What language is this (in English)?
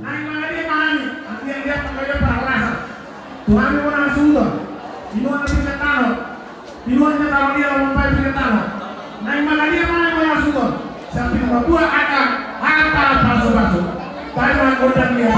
Batak Toba